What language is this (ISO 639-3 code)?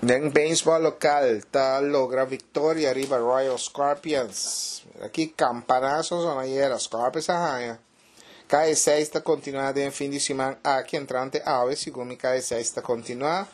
pap